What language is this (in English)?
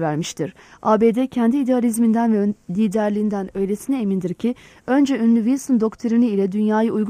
Turkish